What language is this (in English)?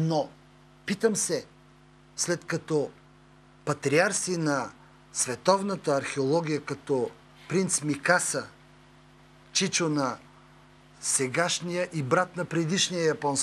Bulgarian